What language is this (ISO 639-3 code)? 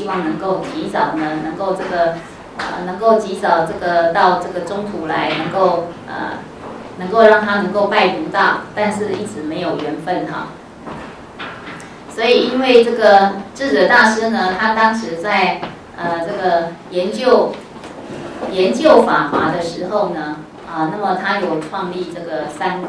zho